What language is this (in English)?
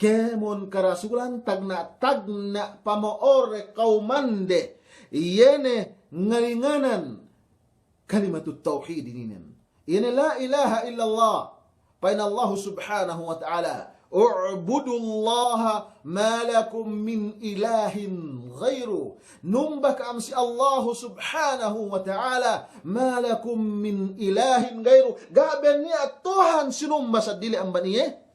Yakan